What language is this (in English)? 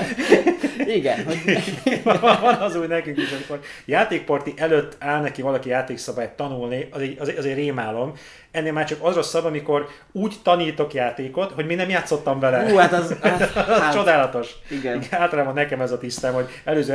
Hungarian